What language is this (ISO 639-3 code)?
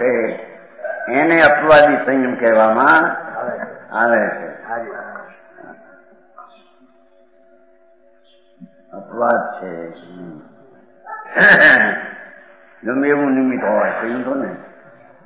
guj